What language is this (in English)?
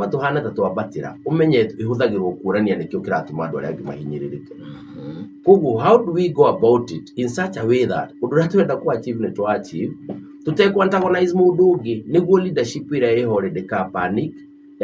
Kikuyu